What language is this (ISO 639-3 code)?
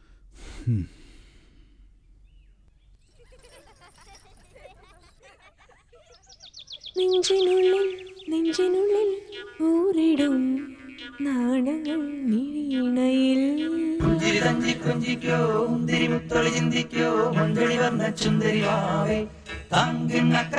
mal